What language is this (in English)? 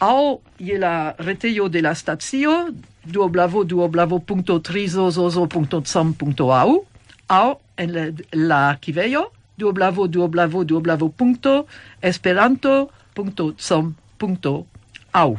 Esperanto